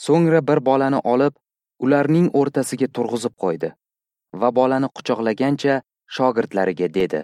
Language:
Uzbek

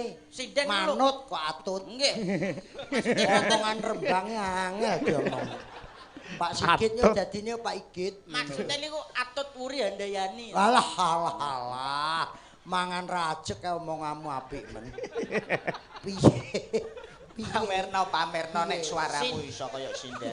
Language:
Javanese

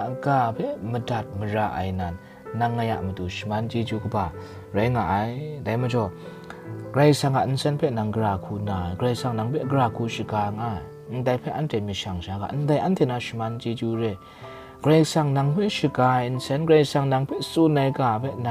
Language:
Kachin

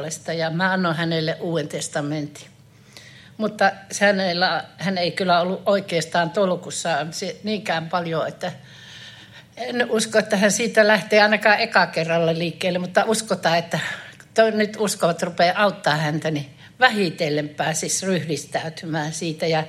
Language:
Finnish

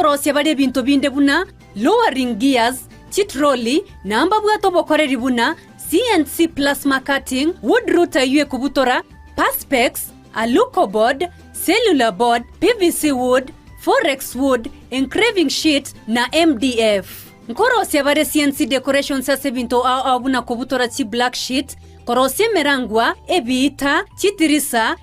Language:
Gusii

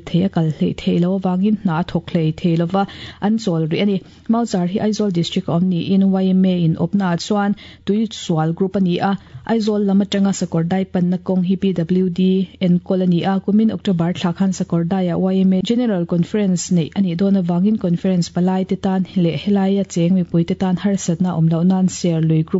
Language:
Mizo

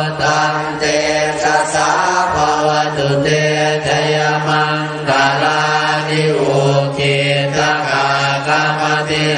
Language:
Pali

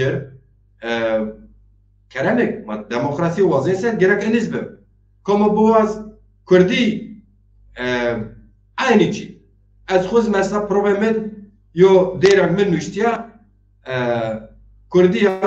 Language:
Zaza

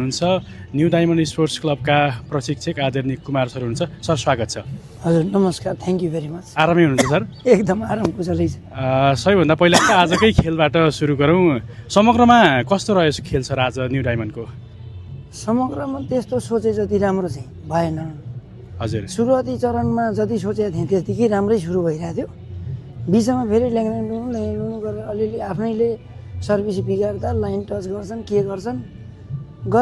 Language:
Nepali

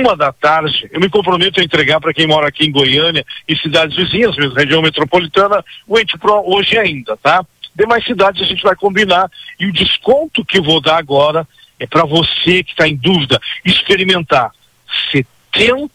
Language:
Portuguese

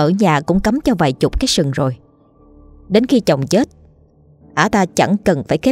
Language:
Vietnamese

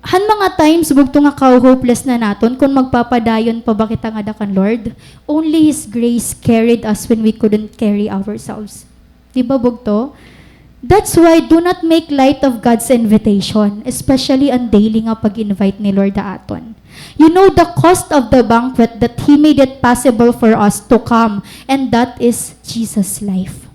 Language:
Waray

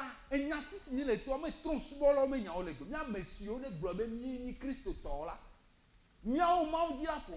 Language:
Ewe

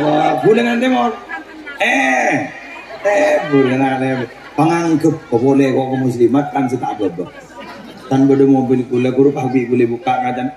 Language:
Madurese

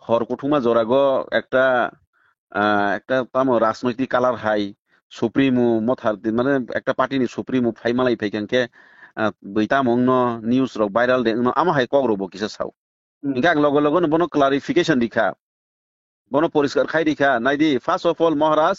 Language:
Kok Borok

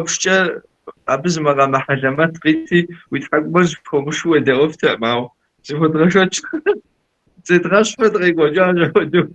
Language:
Kabardian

